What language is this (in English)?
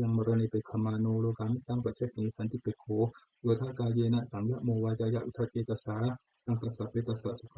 Pali